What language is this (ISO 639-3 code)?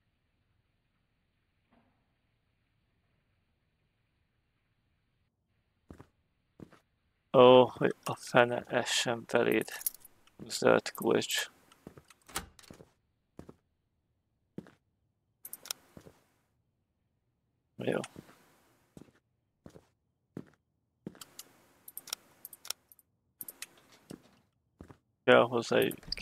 hun